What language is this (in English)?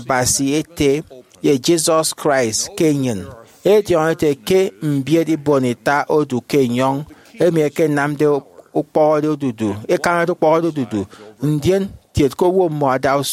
Efik